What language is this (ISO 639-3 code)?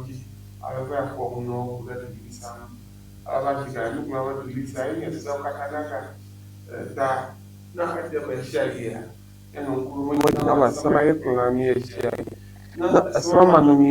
ewe